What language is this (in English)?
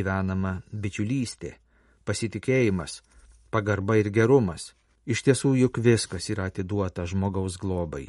Lithuanian